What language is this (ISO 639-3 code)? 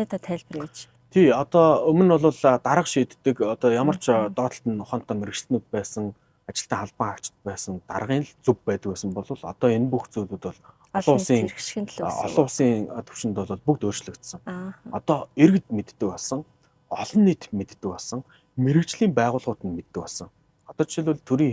mon